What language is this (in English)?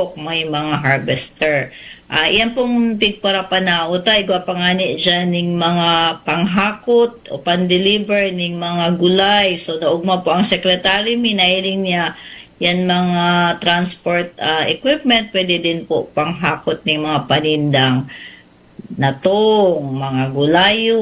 Bikol